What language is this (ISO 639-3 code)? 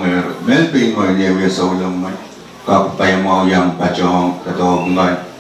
pon